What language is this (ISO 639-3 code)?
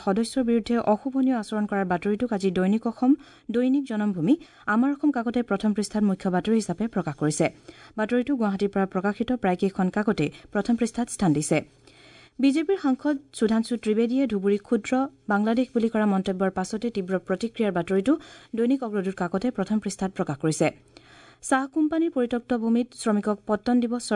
asm